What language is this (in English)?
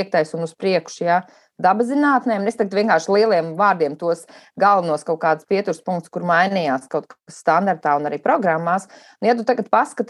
Latvian